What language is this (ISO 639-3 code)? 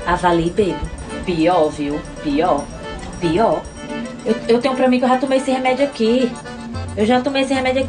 por